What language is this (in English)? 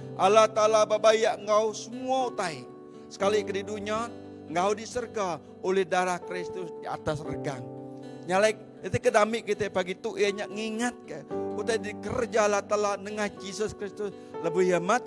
Iban